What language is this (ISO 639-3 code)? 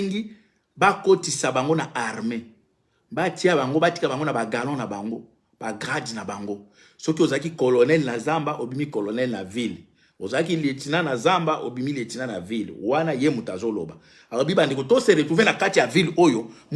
lin